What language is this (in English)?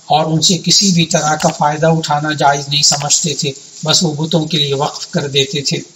Urdu